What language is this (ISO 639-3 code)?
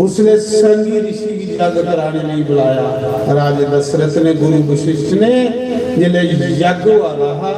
doi